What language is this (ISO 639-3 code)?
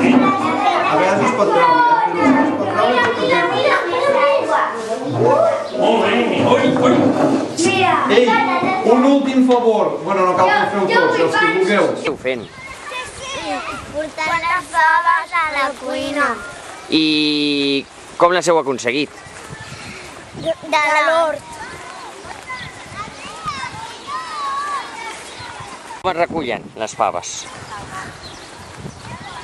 cat